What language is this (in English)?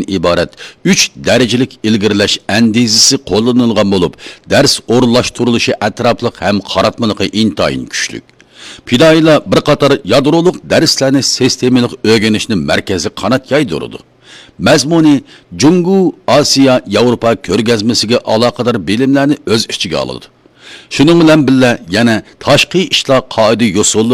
Uyghur